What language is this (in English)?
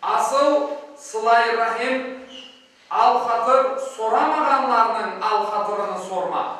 Crimean Tatar